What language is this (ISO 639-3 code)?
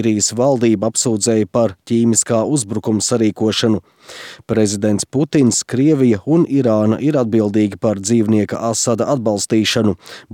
lav